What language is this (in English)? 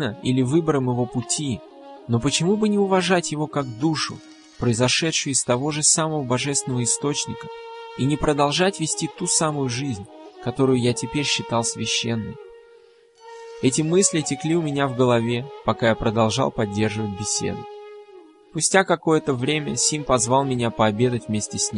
Russian